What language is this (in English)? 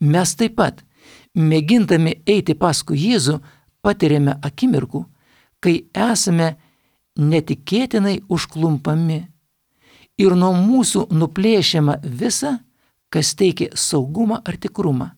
Lithuanian